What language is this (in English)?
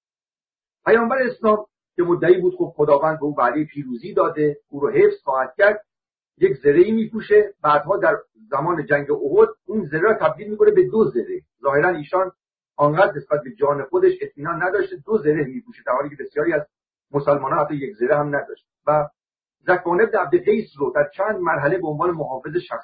Persian